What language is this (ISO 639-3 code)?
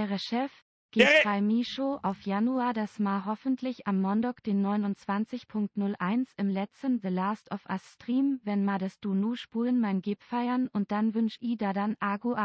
bar